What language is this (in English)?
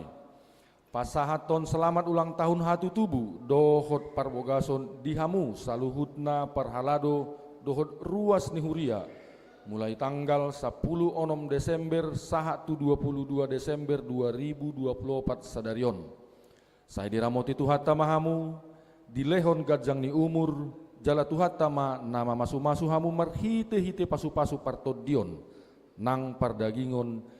Batak Toba